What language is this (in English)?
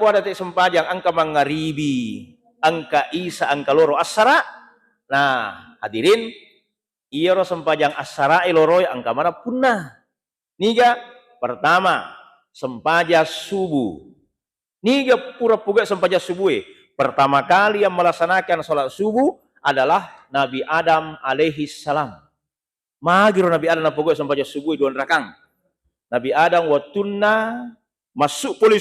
Buginese